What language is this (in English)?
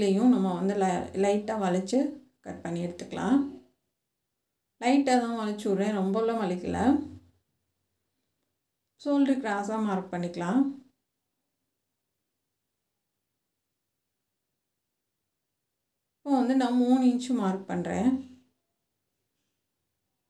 Tamil